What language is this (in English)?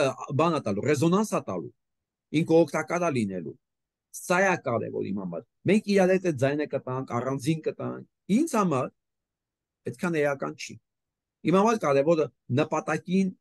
Armenian